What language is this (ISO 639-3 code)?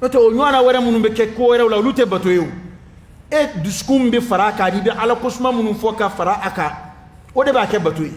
dyu